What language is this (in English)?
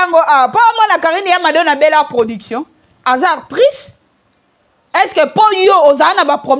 Lingala